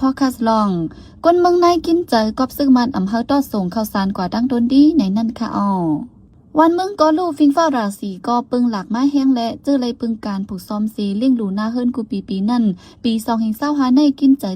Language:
Shan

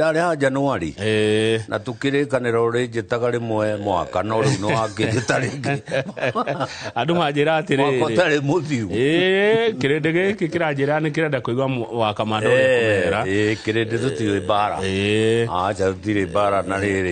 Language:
Kikuyu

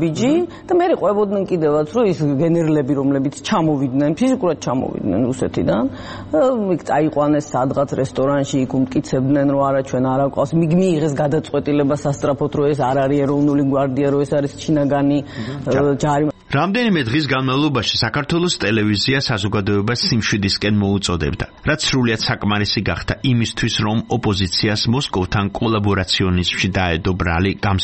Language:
Georgian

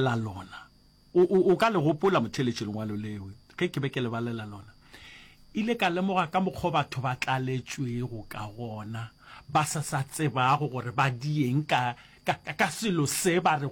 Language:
Northern Sotho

